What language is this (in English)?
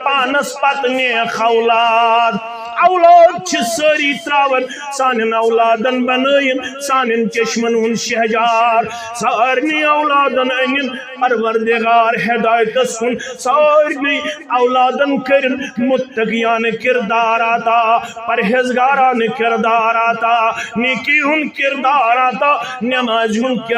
Kashmiri